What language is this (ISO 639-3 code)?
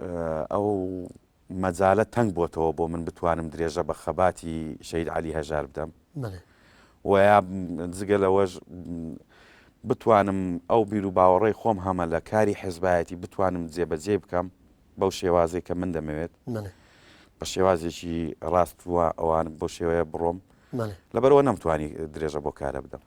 ckb